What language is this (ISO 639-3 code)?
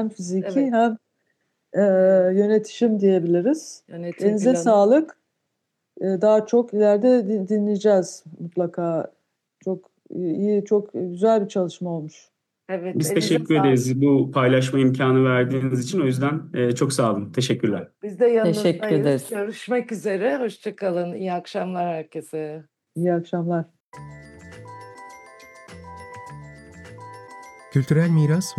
tur